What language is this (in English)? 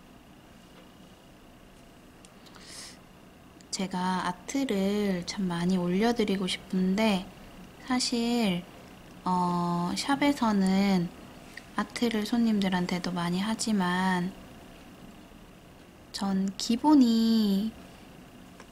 Korean